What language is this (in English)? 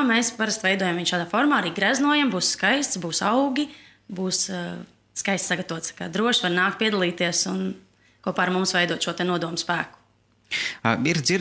Latvian